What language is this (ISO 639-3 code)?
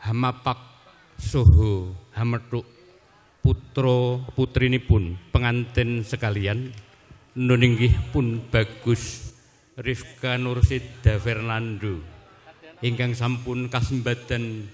jav